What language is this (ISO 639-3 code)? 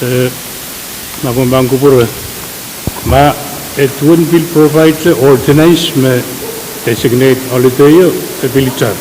pon